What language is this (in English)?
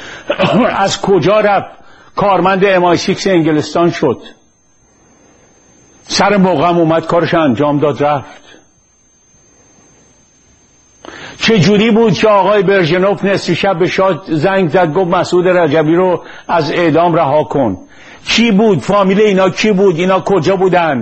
Persian